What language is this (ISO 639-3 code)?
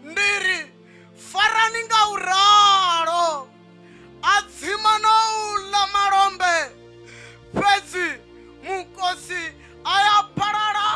ven